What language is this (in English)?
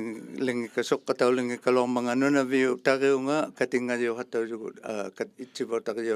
Inuktitut